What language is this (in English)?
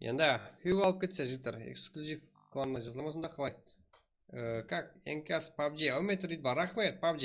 Kara-Kalpak